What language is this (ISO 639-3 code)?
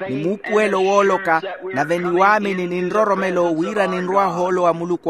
vmw